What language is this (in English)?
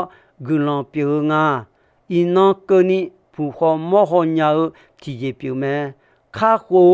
Akha